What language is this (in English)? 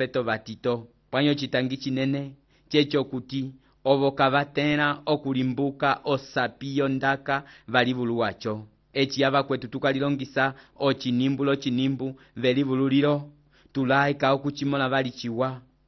Umbundu